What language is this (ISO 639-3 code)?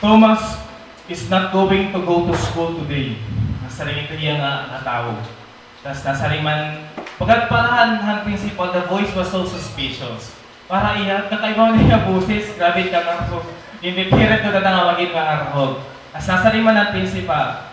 war